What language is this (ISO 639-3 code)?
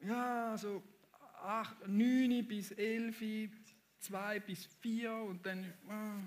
gsw